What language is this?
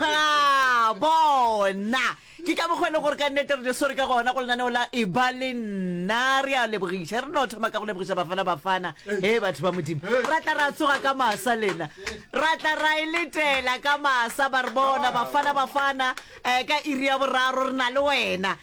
Northern Sotho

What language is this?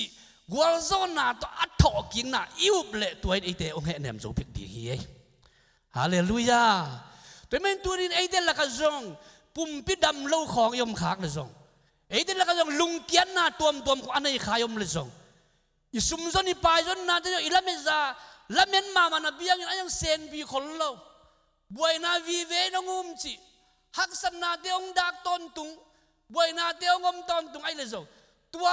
Tedim Chin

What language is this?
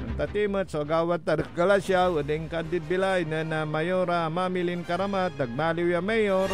Pangasinan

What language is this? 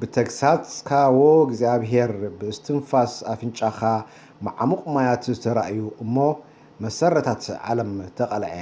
Tigrinya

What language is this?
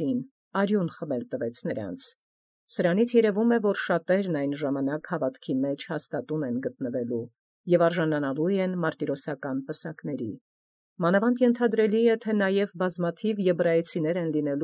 Armenian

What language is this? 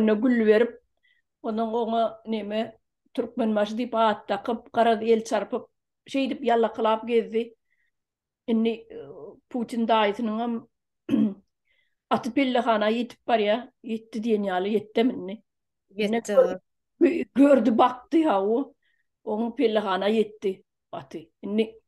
Turkmen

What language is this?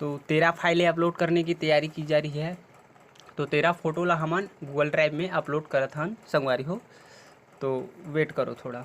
Chhattisgarhi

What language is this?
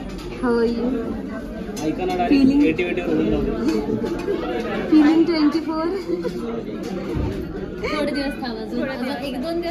Marathi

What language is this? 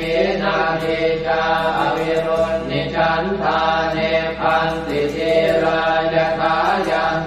Pali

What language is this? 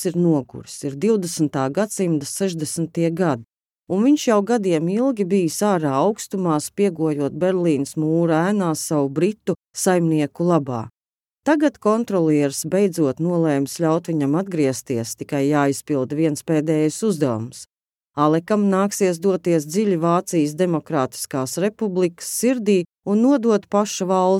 Latvian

